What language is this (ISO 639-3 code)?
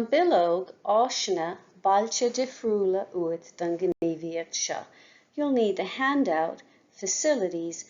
gle